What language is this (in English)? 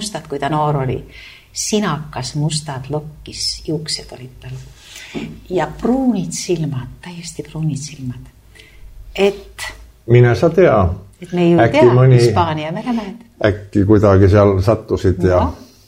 Estonian